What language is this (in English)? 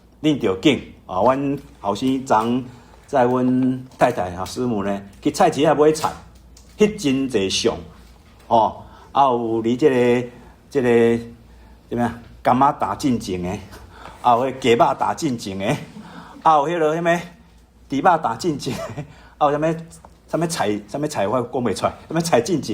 Min Nan Chinese